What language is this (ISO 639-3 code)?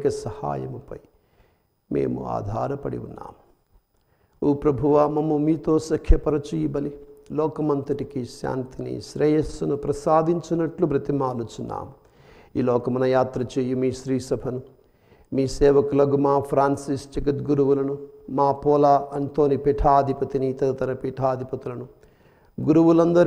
tel